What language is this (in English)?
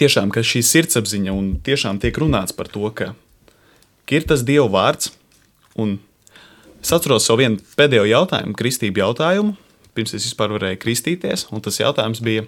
Latvian